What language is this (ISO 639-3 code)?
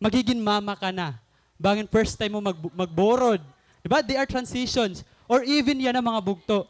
war